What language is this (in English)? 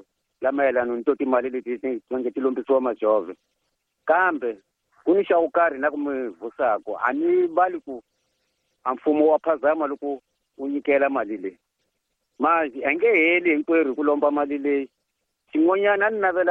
Tsonga